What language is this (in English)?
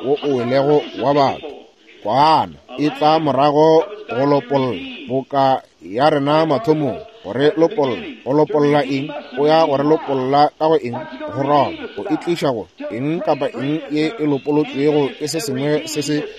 Northern Sotho